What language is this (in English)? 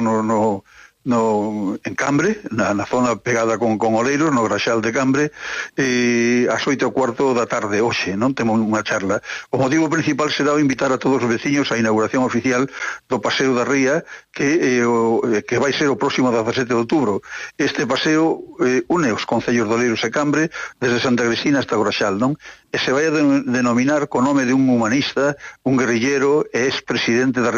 Galician